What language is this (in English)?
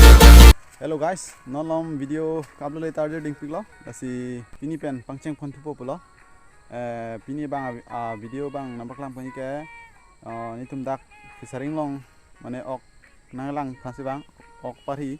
Karbi